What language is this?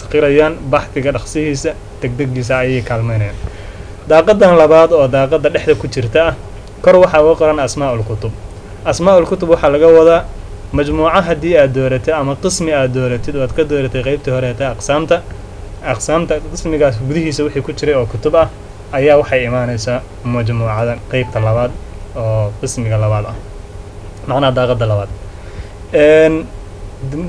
Somali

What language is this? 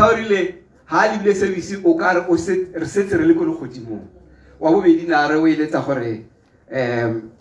Tswana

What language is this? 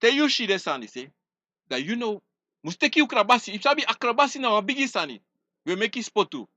Sranan Tongo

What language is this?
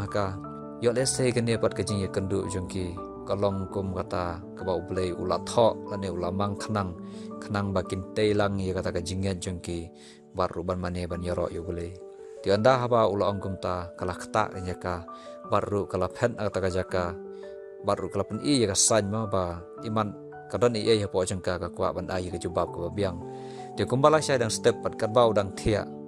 Khasi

